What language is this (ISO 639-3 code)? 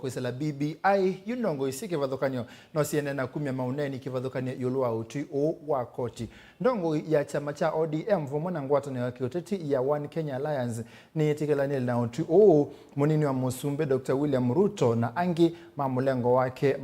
kam